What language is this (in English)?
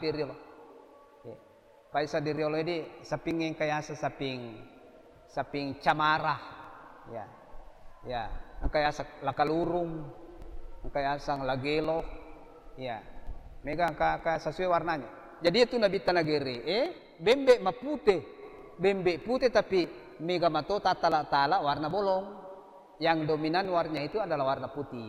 Buginese